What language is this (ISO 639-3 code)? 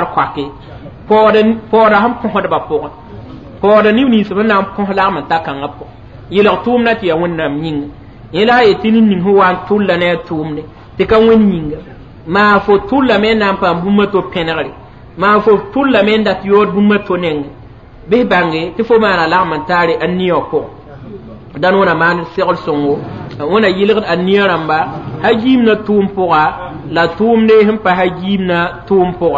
mos